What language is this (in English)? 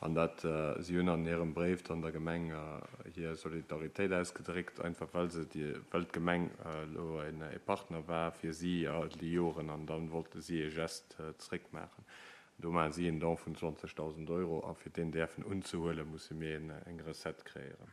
Luxembourgish